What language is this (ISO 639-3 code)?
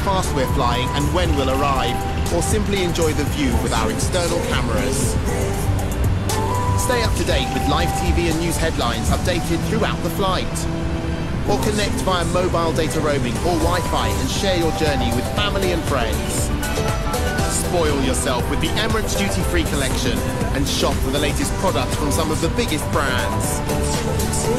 eng